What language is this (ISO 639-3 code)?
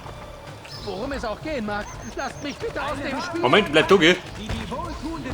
bar